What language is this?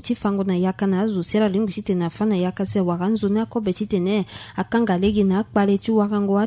Sango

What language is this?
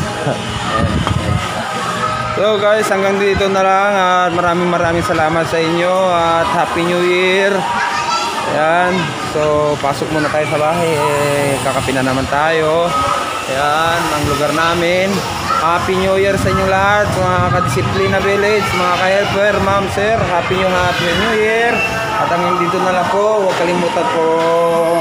Filipino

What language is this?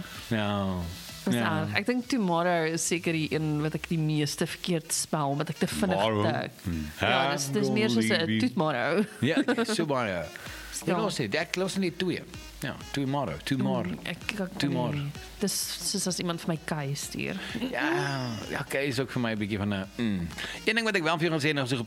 Afrikaans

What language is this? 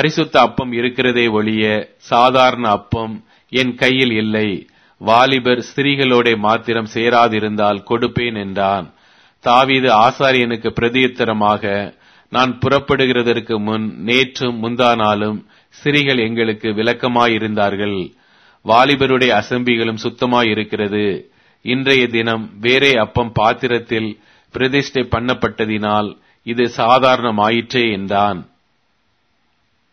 Tamil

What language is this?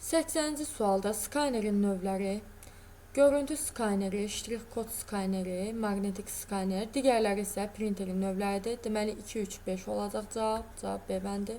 Azerbaijani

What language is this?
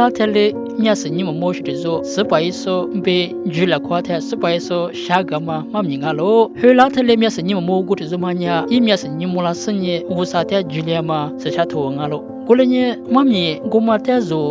Lisu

